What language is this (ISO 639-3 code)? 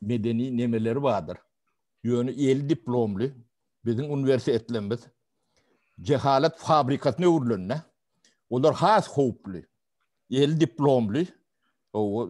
tuk